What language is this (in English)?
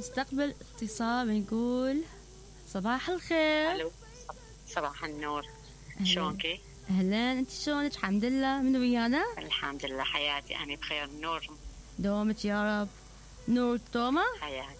Mesopotamian Arabic